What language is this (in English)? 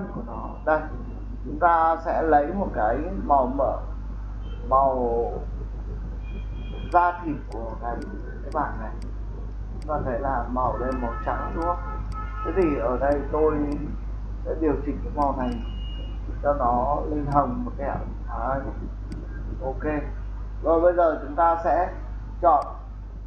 Vietnamese